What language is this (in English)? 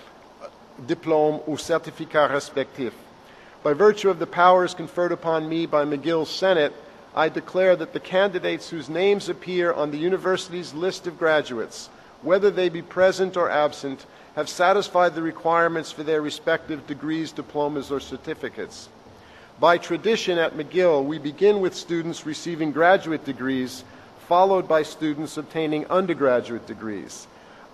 English